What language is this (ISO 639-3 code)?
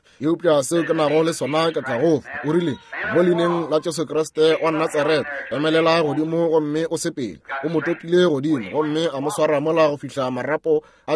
nso